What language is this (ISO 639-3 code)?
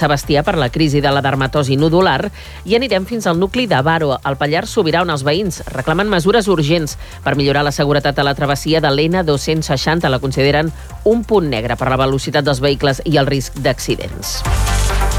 cat